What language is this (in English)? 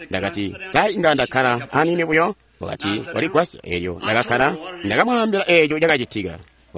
Tonga (Zambia)